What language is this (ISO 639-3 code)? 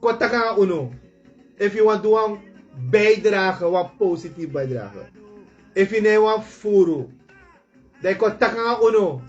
srn